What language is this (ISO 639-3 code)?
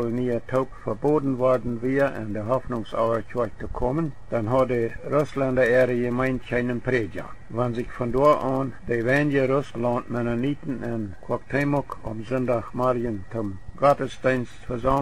pdt